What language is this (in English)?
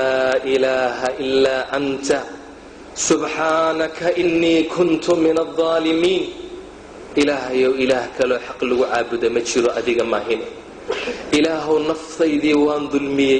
Somali